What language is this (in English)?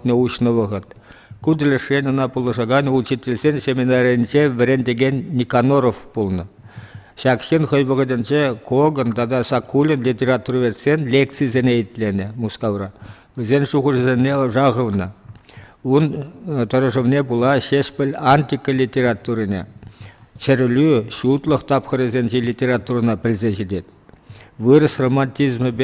Chuvash